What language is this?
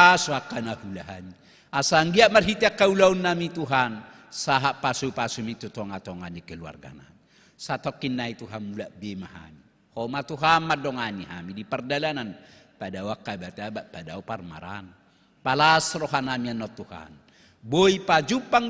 Batak Toba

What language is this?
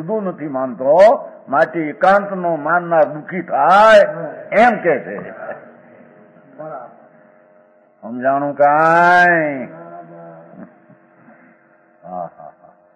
Gujarati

